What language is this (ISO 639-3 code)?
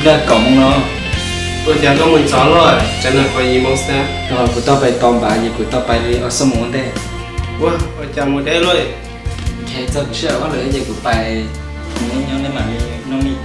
hmn